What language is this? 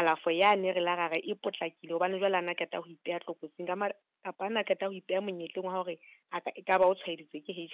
Southern Sotho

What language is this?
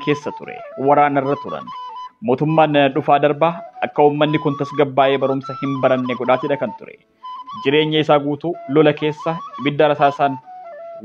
Oromo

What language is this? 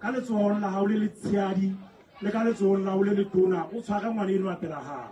Southern Sotho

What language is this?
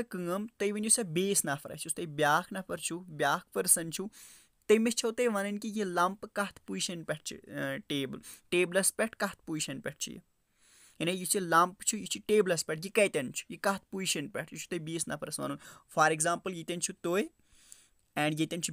Kashmiri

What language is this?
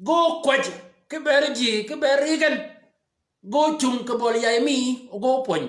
Shilluk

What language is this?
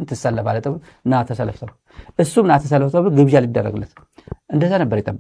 Amharic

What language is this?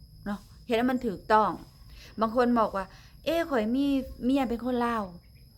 Lao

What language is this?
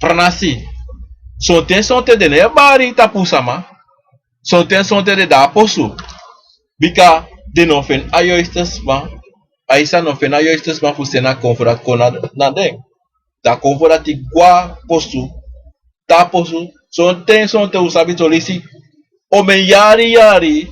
Sranan Tongo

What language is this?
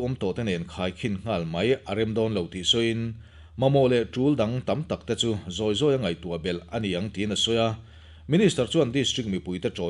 Mizo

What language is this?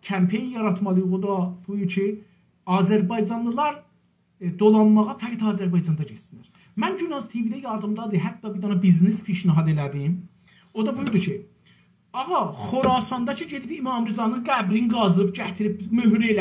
South Azerbaijani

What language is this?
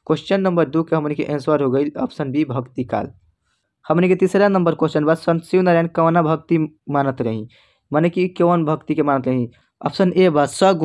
Bhojpuri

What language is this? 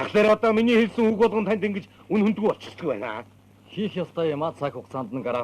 Mongolian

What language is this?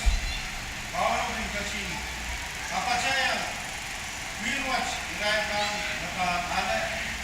Pohnpeian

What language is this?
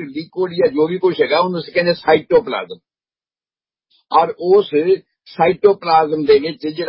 Punjabi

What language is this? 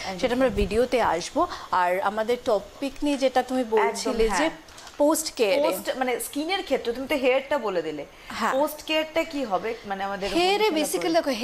Bangla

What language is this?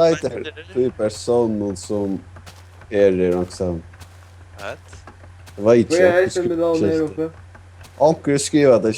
Faroese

